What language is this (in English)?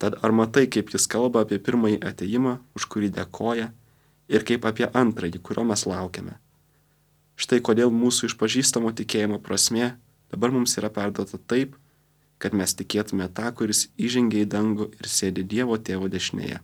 Lithuanian